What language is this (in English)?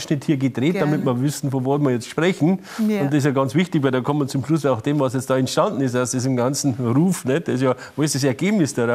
German